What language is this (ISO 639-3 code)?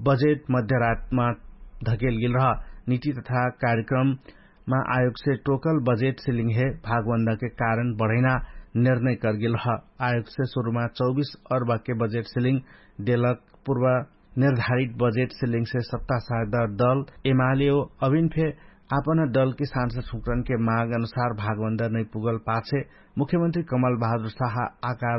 thl